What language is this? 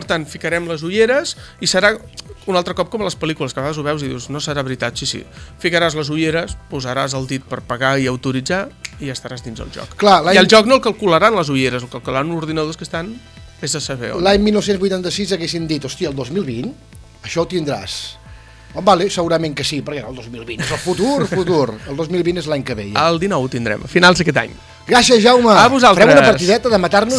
Catalan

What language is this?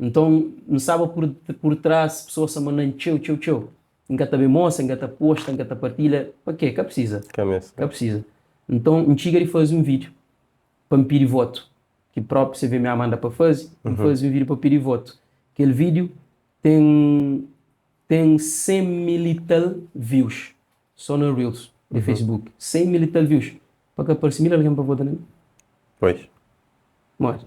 Kabuverdianu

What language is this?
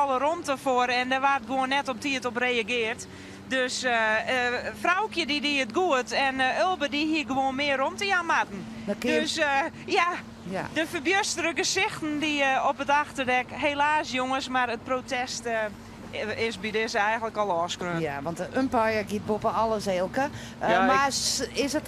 Western Frisian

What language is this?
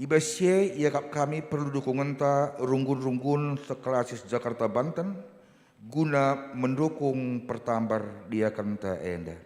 Batak Karo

